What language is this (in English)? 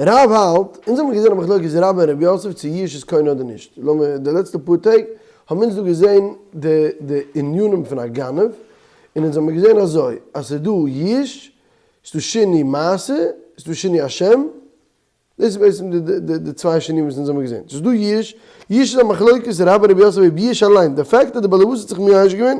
Yiddish